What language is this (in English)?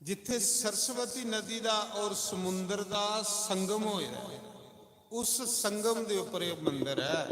Dogri